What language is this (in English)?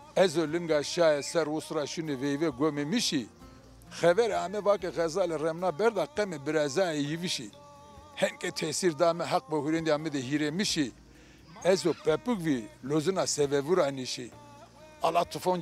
Zaza